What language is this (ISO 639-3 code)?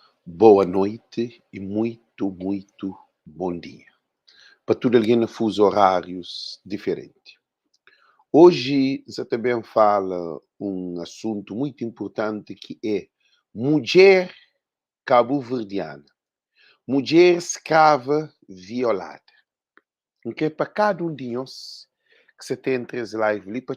kea